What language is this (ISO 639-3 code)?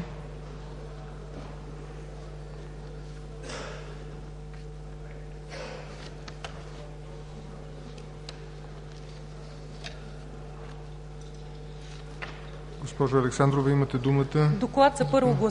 bul